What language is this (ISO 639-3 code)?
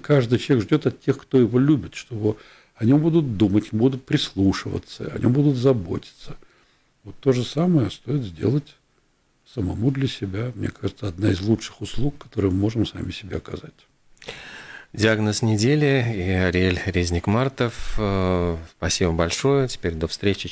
rus